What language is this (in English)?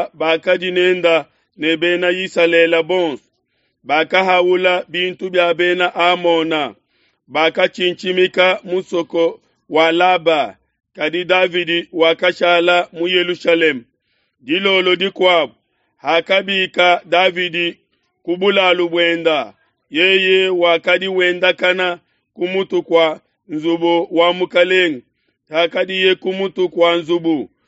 Luba-Lulua